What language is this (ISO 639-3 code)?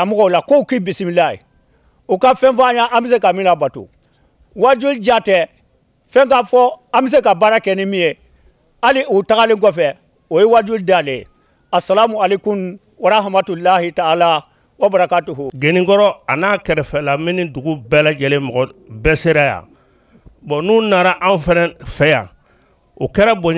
bam